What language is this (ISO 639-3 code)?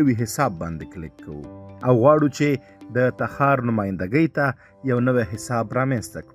pus